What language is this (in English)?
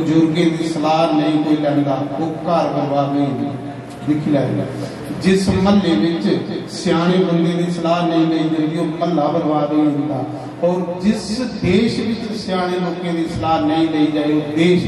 Dogri